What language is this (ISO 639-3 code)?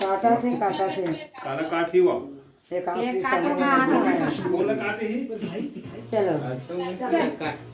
hne